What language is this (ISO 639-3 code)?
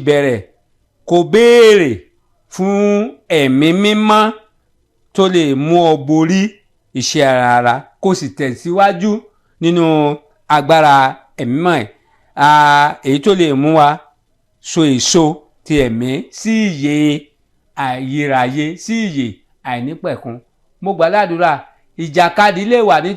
yor